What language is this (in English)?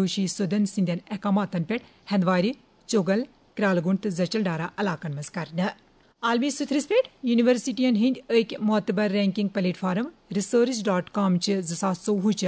Kashmiri